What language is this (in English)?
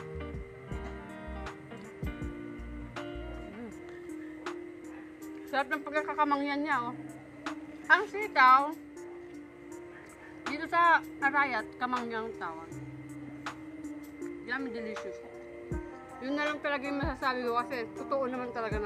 Filipino